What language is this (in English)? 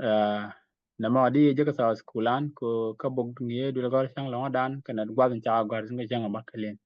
Nuer